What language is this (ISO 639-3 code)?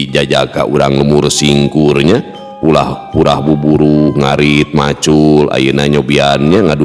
sun